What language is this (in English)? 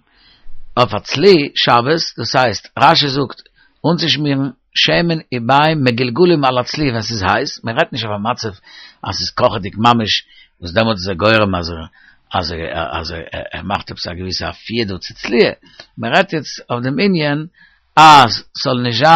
Yiddish